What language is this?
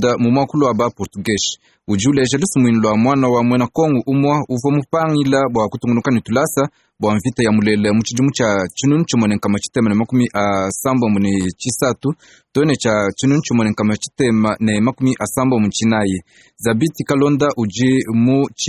Luba-Lulua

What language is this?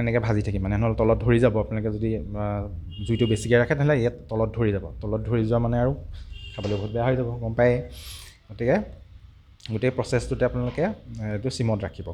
Assamese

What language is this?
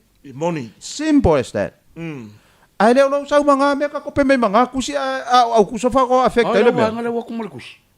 Samoan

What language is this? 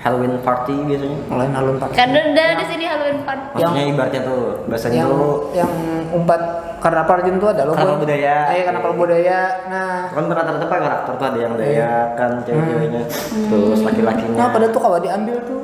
Banjar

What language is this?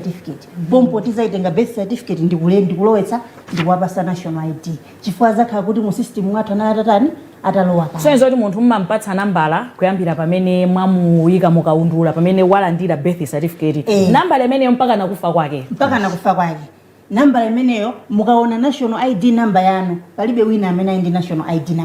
Nyanja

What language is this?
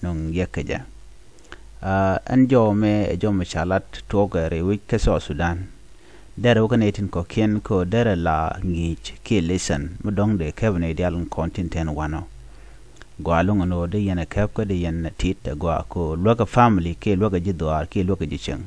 Nuer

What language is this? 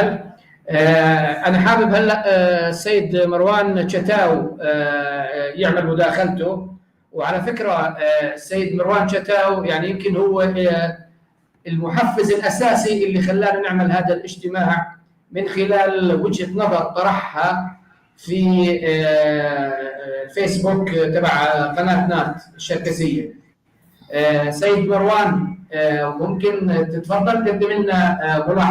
North Levantine Arabic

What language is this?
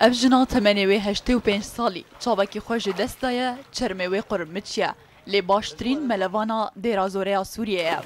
Kurdish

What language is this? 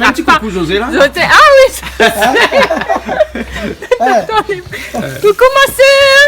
Réunion Creole French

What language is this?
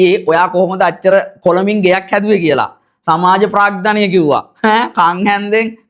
Sinhala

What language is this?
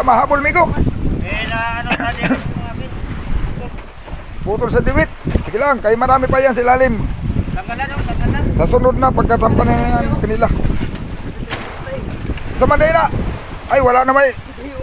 Filipino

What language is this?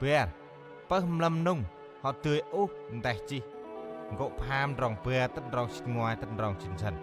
Central Mnong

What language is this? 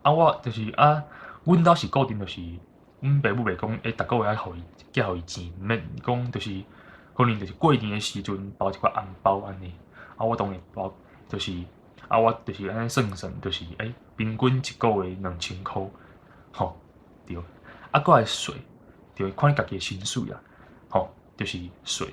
Min Nan Chinese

